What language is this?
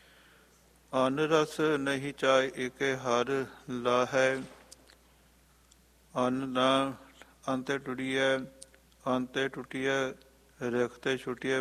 Punjabi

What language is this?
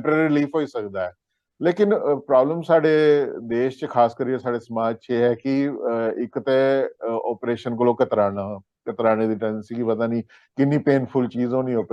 Dogri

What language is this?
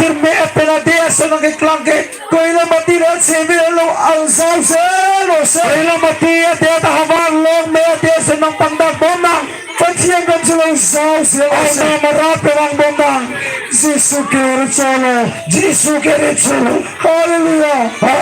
Karbi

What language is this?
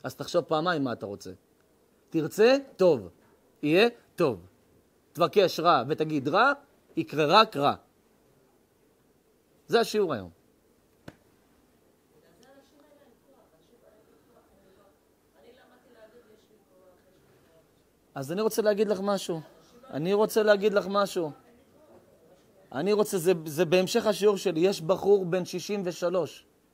Hebrew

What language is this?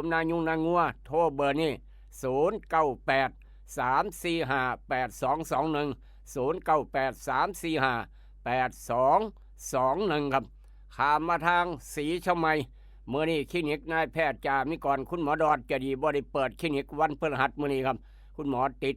Northeastern Thai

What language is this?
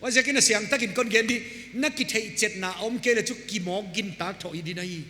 Paite Chin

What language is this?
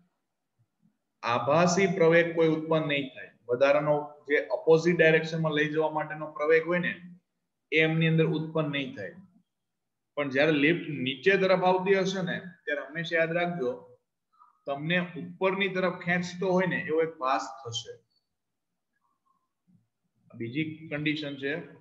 Gujarati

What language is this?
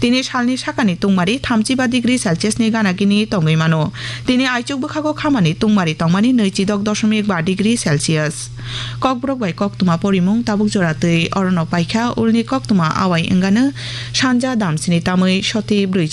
Kok Borok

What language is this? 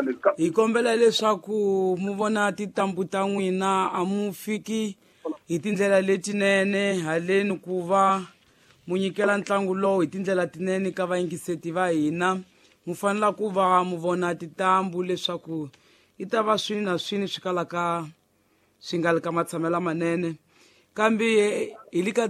Tsonga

